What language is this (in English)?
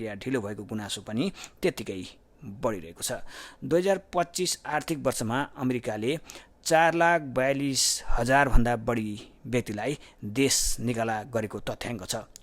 Nepali